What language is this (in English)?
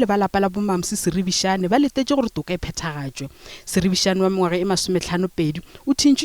Northern Sotho